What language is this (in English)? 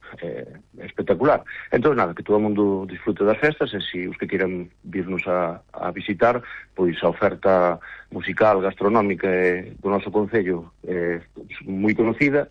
Galician